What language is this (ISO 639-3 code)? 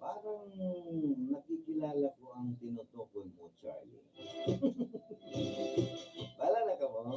bik